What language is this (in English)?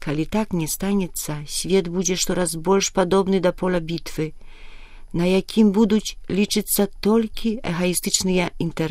Belarusian